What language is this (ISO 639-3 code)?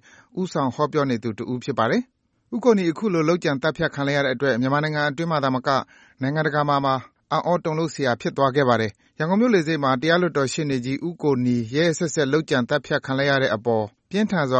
mya